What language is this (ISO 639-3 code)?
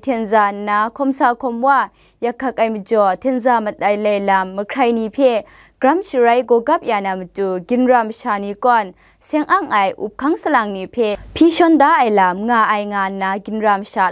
kac